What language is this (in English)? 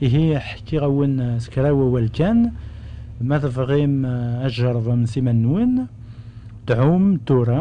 Kabyle